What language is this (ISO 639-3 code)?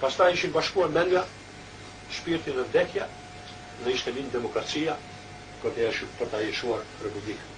sqi